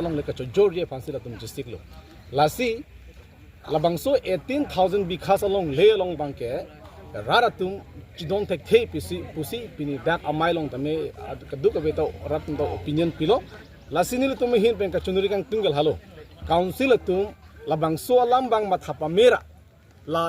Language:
Karbi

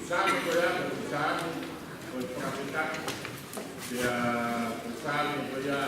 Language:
Tongan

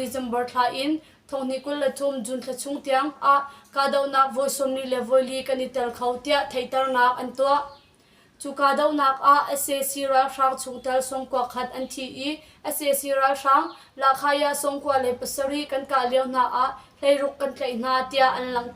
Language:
Hakha Chin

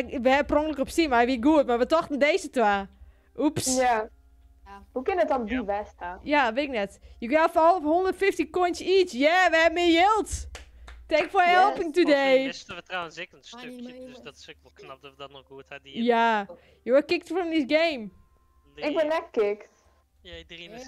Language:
Western Frisian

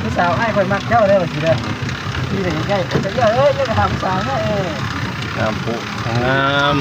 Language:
Lao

